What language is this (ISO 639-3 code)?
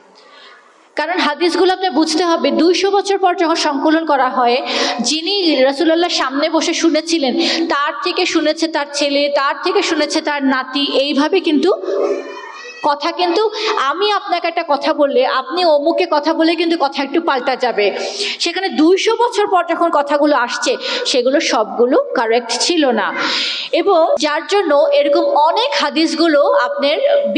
ben